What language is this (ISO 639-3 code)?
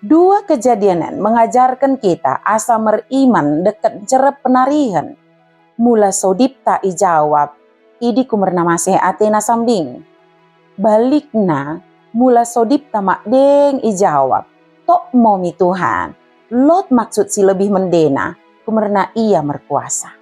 btd